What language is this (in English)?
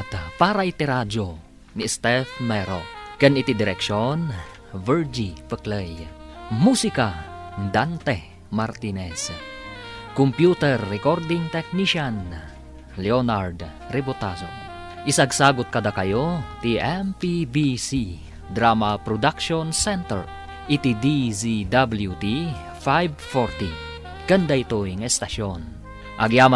Iloko